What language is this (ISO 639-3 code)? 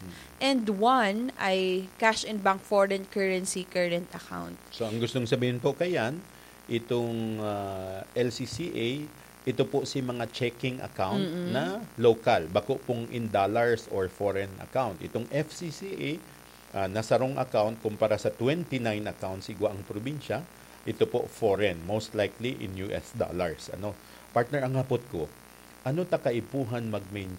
bik